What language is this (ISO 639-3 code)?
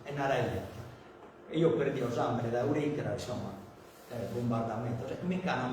srd